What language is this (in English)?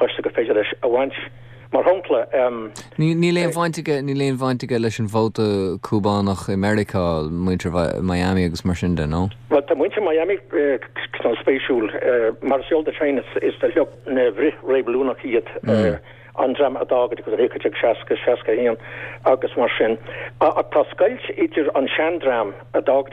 Irish